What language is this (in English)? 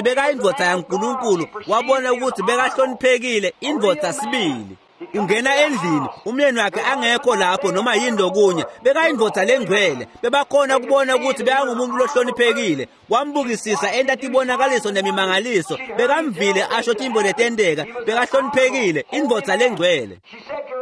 Swati